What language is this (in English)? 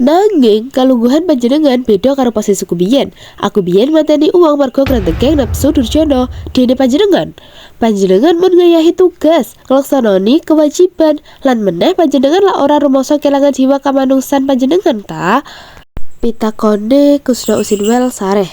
Javanese